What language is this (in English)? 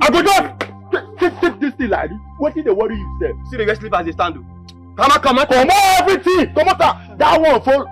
Nigerian Pidgin